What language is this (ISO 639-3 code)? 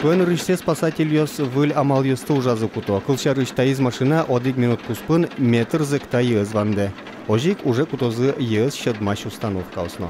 udm